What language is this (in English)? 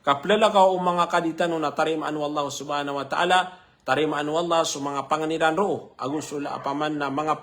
Maranao